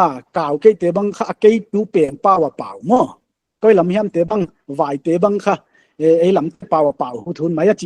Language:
Paite Chin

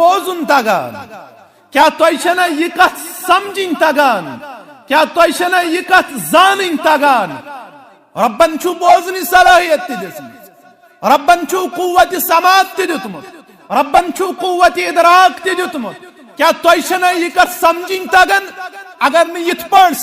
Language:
Kashmiri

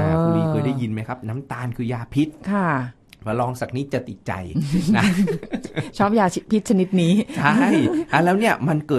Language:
Thai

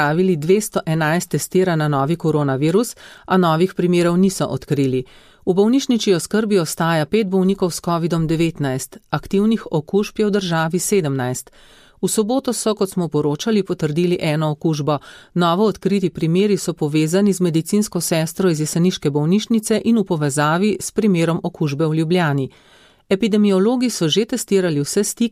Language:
Slovenian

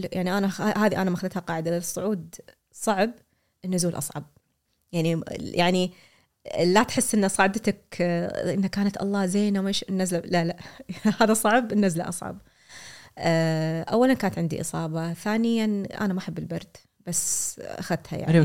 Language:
Gulf Arabic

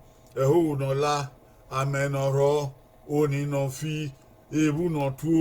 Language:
Bini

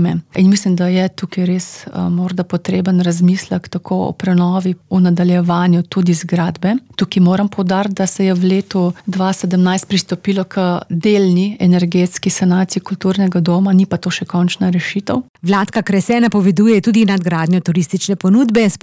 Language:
Slovenian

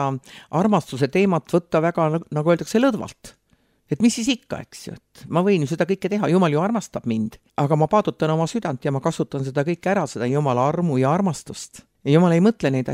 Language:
Estonian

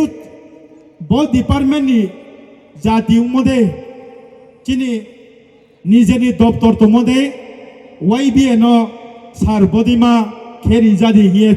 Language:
Riang (India)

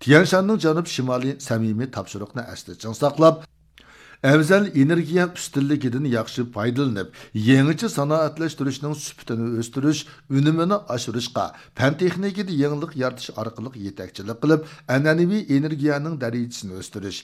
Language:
Uyghur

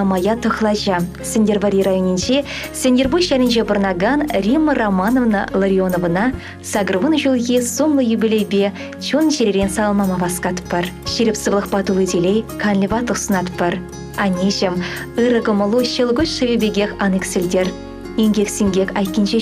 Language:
Chuvash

